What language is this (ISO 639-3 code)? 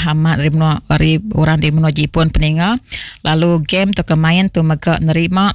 iba